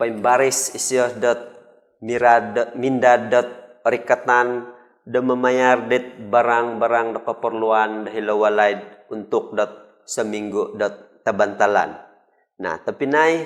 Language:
Central Dusun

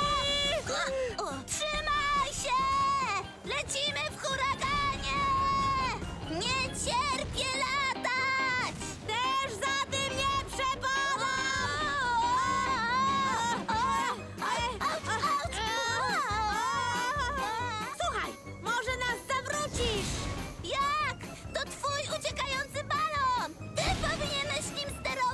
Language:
Polish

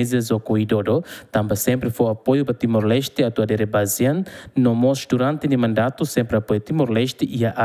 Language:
Tetum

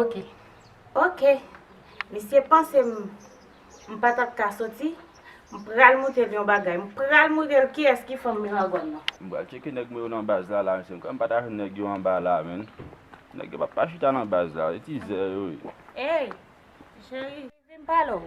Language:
Haitian Creole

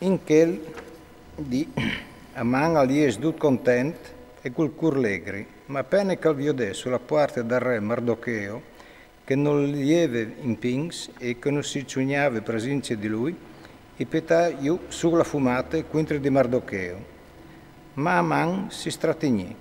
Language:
Friulian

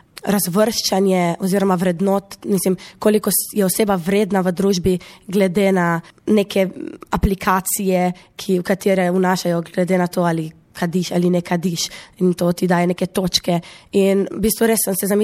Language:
Slovenian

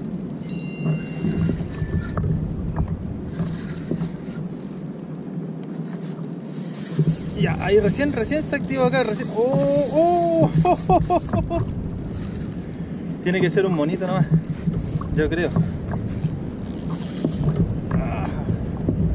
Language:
Spanish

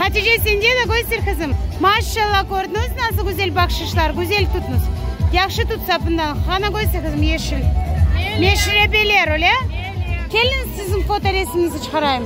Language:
Crimean Tatar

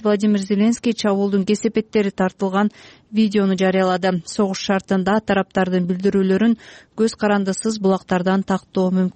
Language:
Kyrgyz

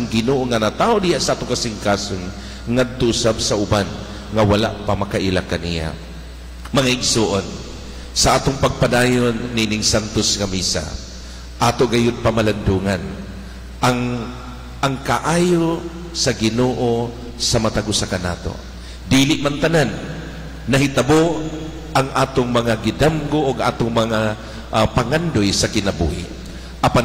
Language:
Cebuano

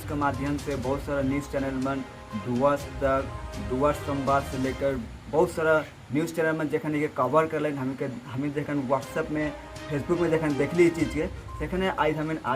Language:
Sadri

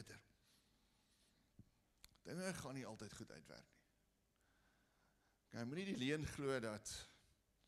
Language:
Afrikaans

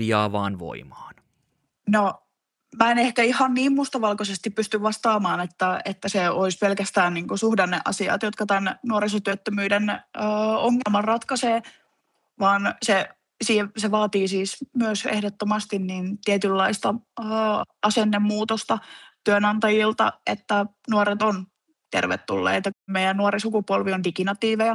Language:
Finnish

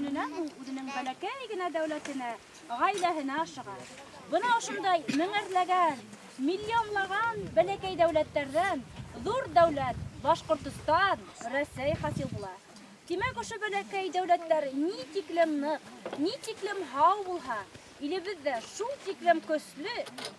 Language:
Bashkir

